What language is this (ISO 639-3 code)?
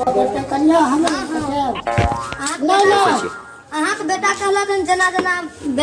mai